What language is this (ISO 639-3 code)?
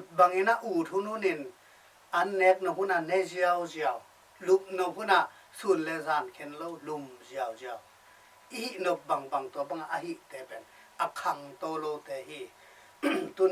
ctd